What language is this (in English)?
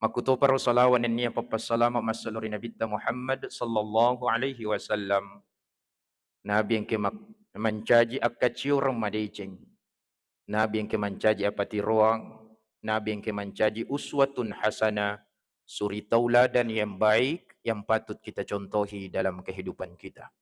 Buginese